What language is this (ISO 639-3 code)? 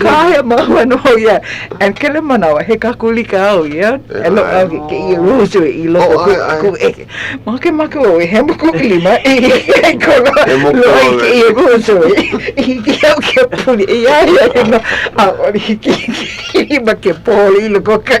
haw